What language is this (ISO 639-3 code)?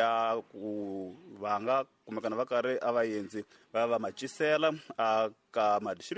tso